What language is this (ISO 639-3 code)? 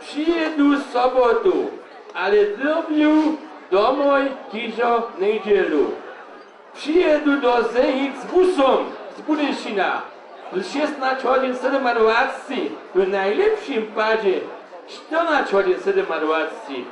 hsb